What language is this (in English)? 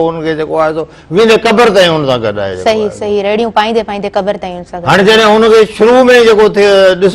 Sindhi